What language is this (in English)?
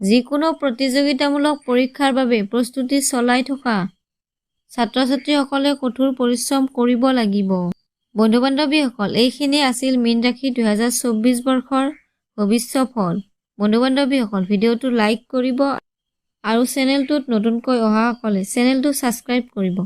Assamese